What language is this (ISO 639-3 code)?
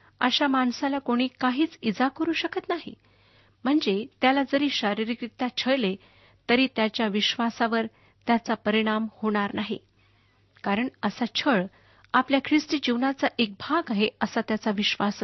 mar